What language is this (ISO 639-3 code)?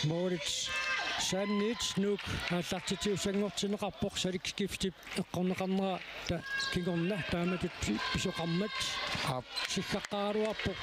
kal